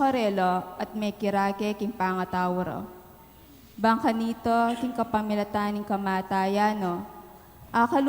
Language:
Pampanga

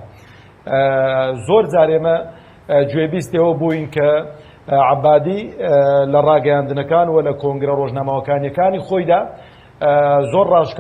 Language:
Central Kurdish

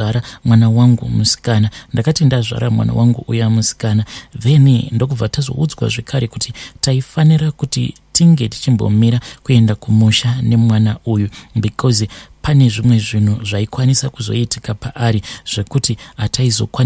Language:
Shona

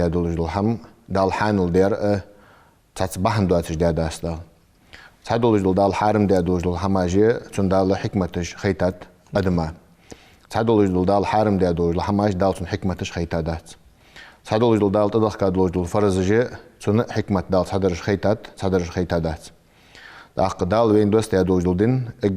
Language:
Ingush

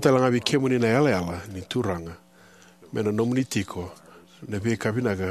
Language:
Fijian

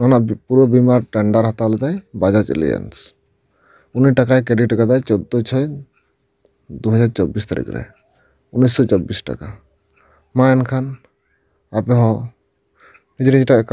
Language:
Santali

